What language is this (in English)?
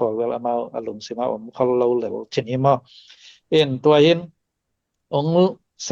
Tedim Chin